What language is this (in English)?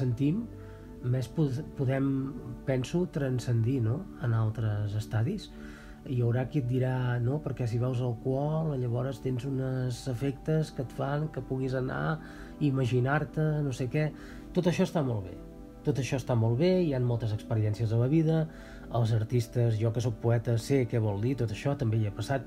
Catalan